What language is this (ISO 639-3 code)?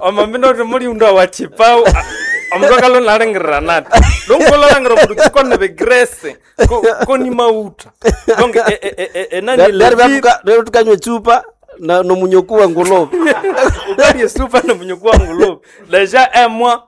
nnb